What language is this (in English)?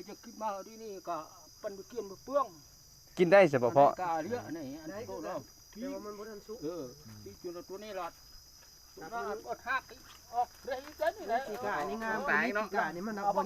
Lao